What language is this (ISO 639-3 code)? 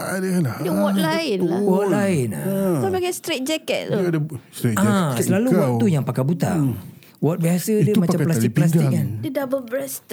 msa